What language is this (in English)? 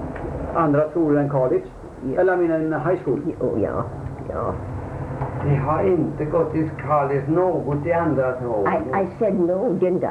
Swedish